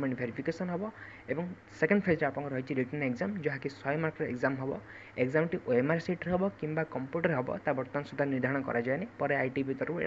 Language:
Odia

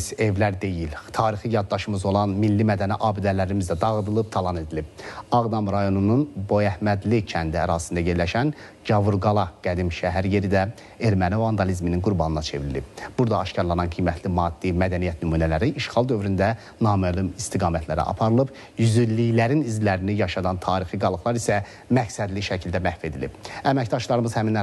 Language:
Azerbaijani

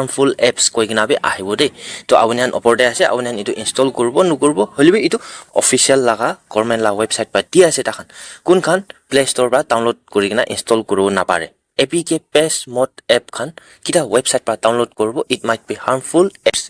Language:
Naga Pidgin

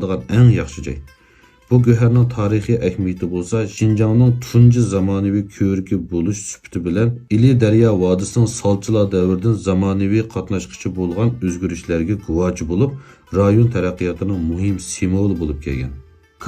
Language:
Uyghur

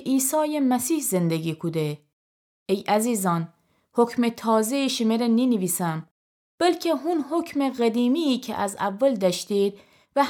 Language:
Gilaki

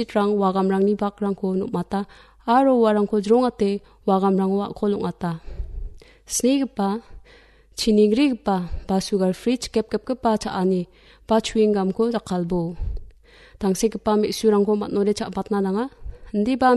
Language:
Garo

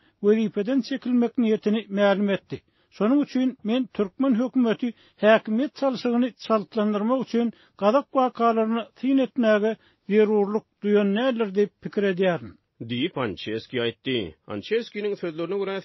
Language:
Turkmen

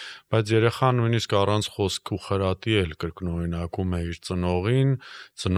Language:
Armenian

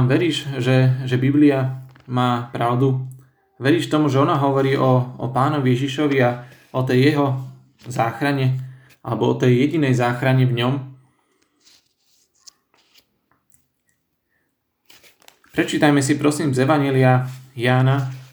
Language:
Slovak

